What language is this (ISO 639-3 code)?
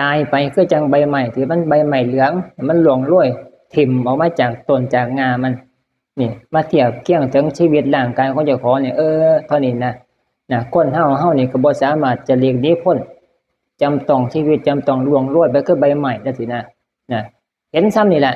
tts